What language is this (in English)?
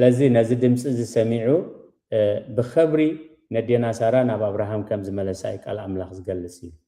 Tigrinya